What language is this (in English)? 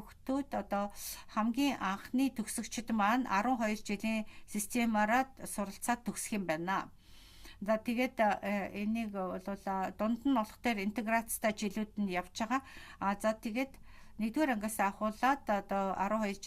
Mongolian